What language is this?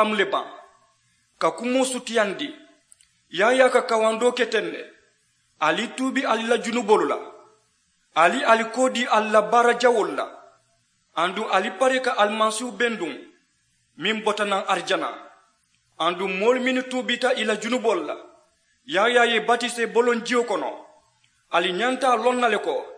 Mandingo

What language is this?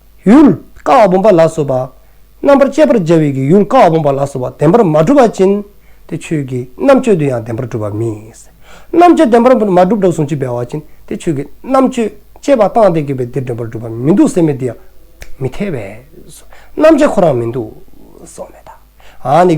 Dzongkha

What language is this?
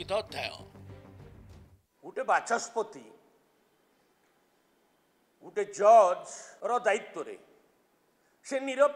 Odia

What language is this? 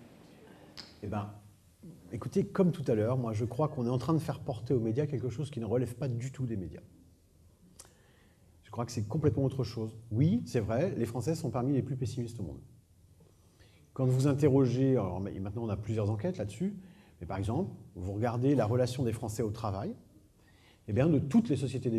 French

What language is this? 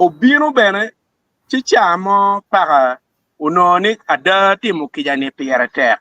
Acoli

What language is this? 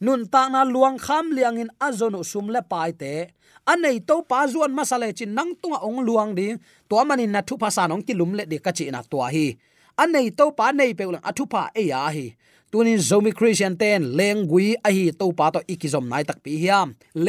Tedim Chin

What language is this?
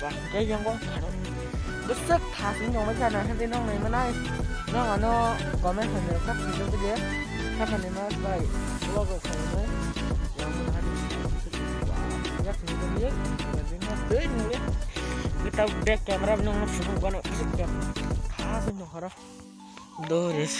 Kok Borok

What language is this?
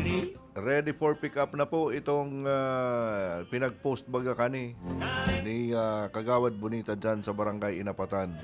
Bikol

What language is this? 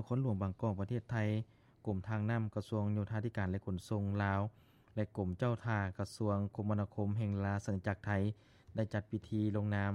Lao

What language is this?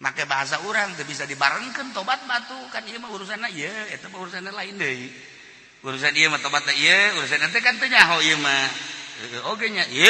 Sundanese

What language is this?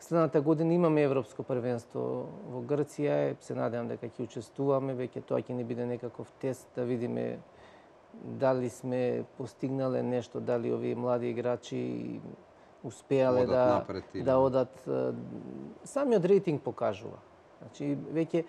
Macedonian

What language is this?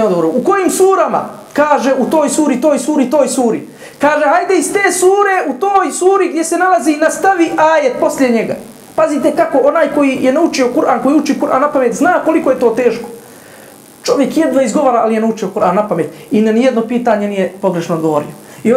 Bosnian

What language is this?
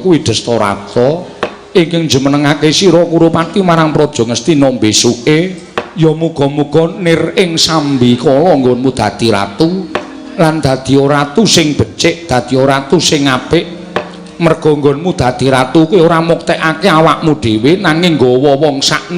Javanese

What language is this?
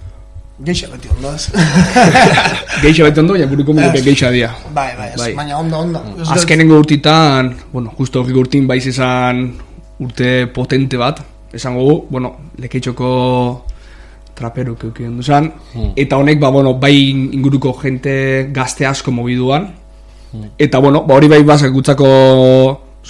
Basque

